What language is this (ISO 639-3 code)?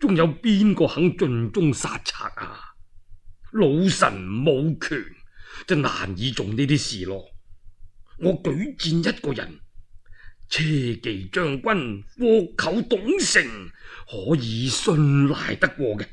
yue